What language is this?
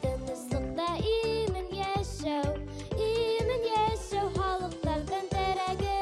Bashkir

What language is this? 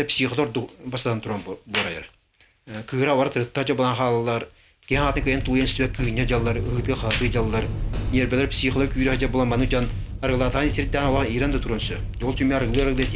Yakut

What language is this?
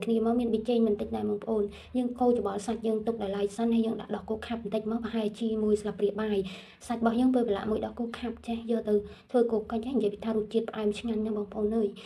Khmer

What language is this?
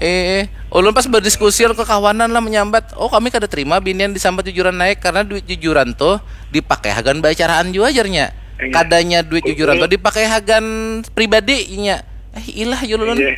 Banjar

